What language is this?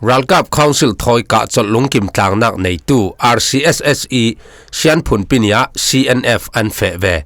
Falam Chin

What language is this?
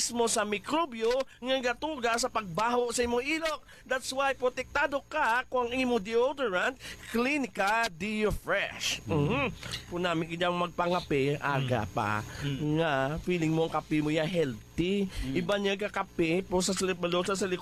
Hiligaynon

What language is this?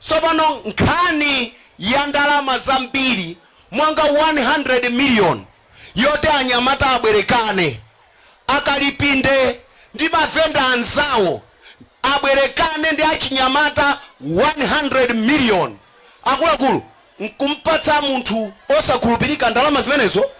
Nyanja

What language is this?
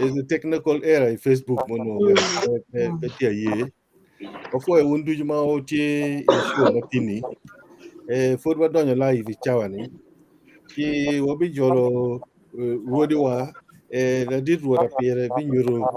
Acoli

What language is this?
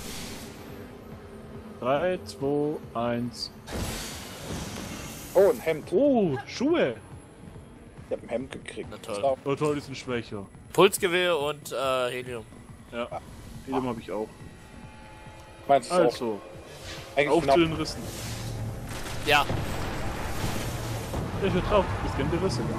German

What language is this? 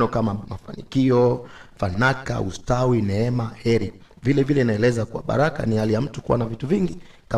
Swahili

